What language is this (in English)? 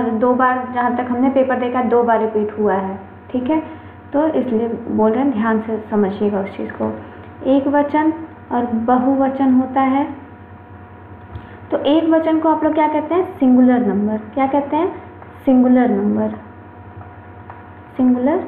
Hindi